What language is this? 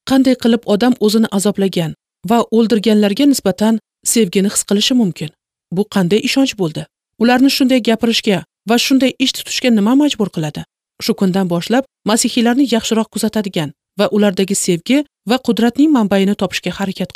Uzbek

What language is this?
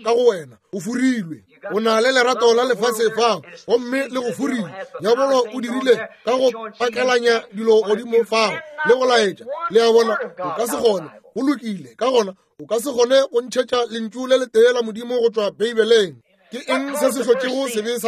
Northern Sotho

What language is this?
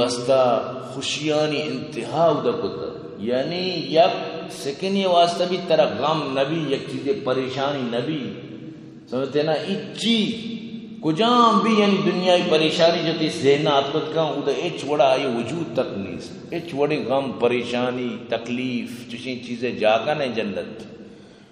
Eastern Balochi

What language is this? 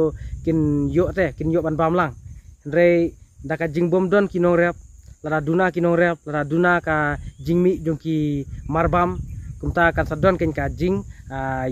Khasi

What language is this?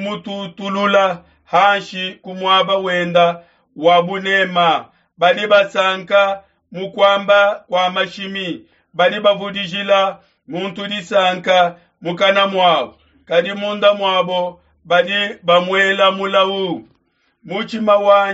Luba-Lulua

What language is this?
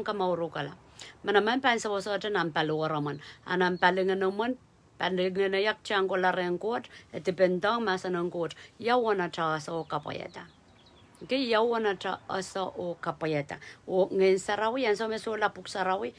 Pohnpeian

